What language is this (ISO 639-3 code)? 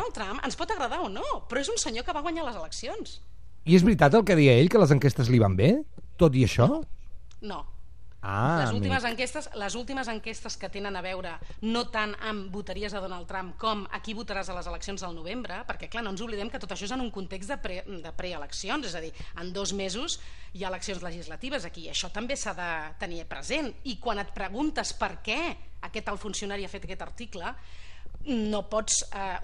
cat